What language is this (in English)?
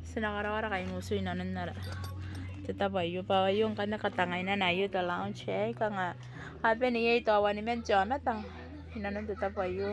Gilbertese